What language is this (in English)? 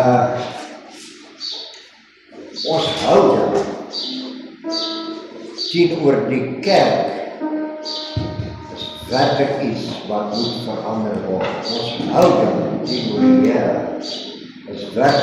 Afrikaans